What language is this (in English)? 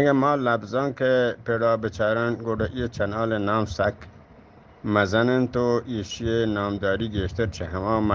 Eastern Balochi